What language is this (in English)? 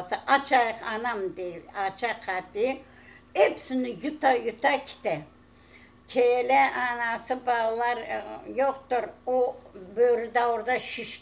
Crimean Tatar